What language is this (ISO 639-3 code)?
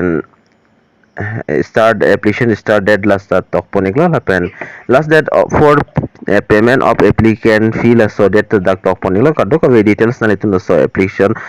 mjw